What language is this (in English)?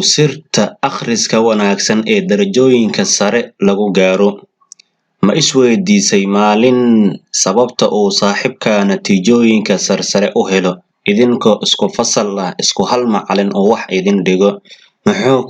Somali